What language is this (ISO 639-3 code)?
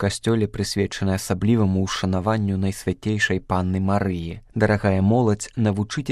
bel